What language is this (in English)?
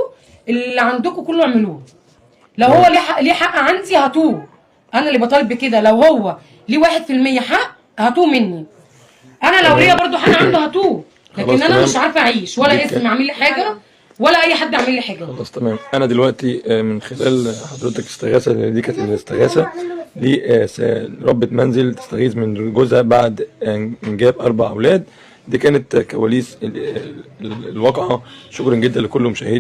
Egyptian Arabic